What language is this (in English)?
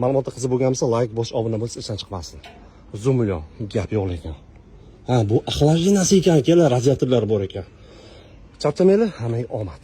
Uzbek